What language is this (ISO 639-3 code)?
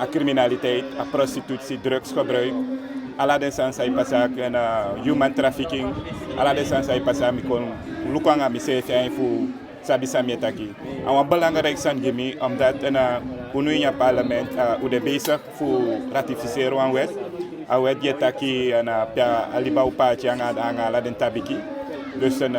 djk